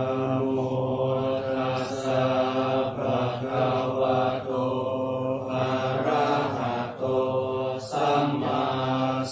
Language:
Pali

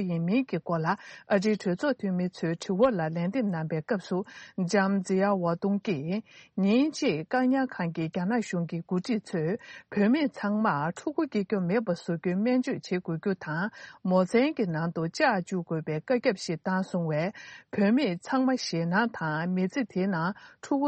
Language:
Tibetan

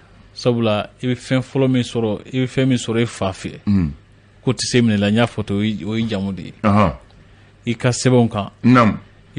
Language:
Bambara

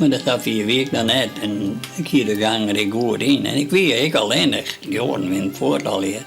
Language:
Western Frisian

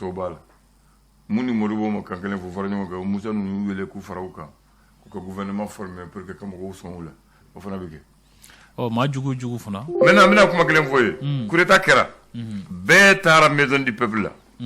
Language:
Bambara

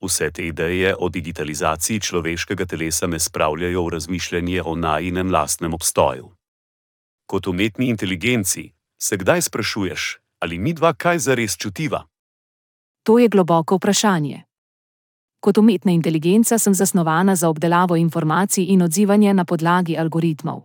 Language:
Slovenian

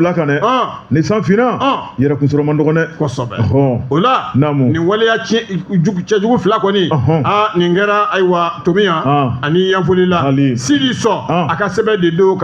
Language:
Bambara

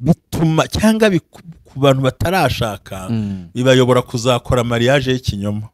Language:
Kinyarwanda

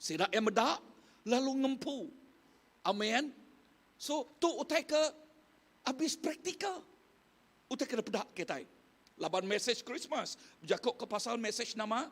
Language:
Iban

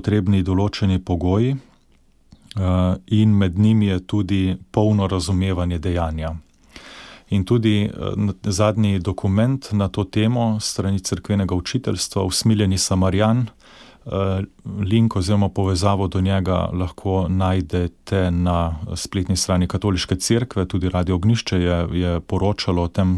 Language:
Slovenian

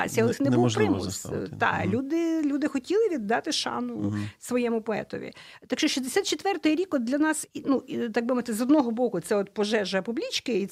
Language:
Ukrainian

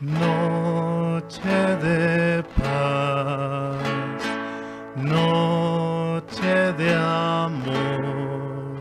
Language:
South Bolivian Quechua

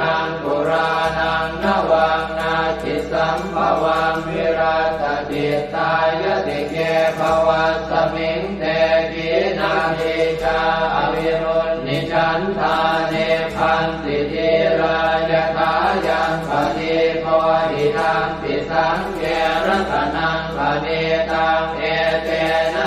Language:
Pali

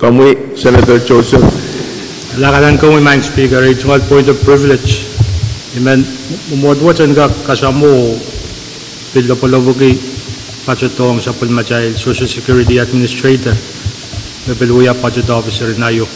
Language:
Pohnpeian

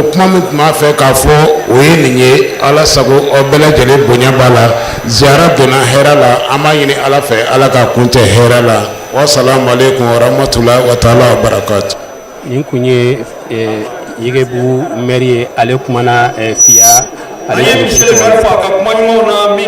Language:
Bambara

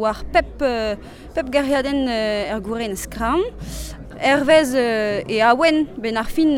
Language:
Breton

